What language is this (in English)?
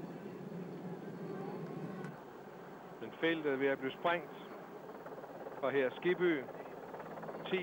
Danish